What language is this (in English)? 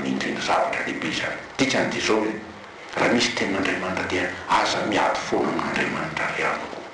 Malagasy